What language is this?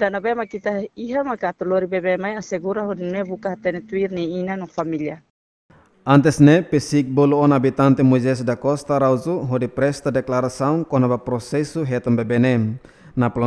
Tetum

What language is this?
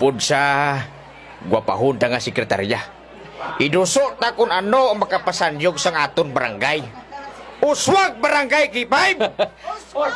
Hiligaynon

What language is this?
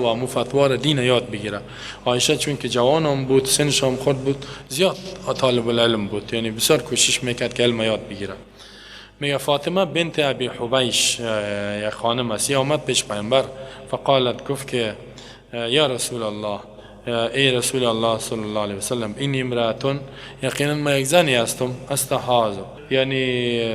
Persian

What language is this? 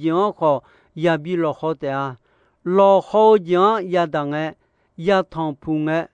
Akha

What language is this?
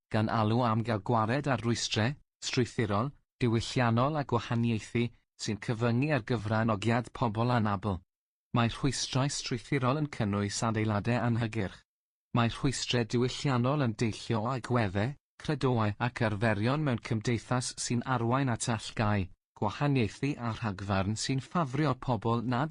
Welsh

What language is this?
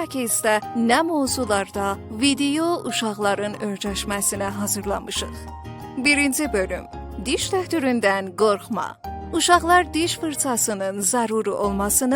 South Azerbaijani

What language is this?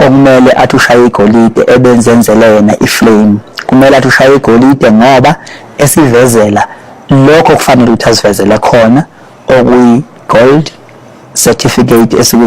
Zulu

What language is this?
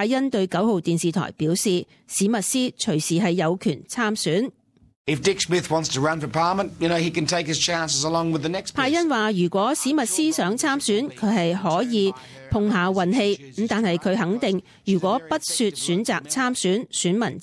Cantonese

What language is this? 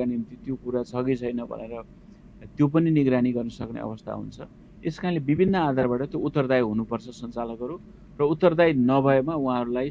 Nepali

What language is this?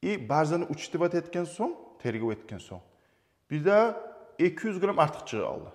Kumyk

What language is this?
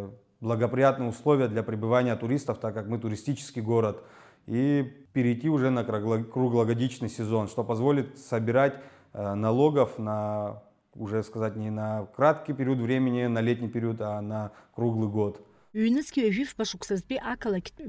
Abkhazian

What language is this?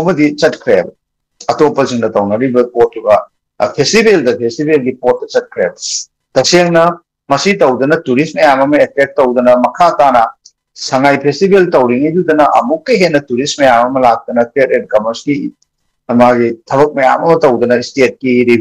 Manipuri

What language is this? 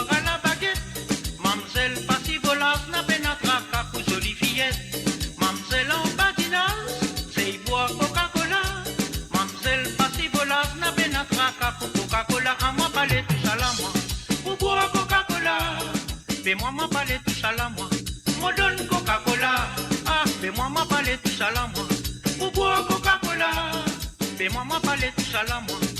Morisyen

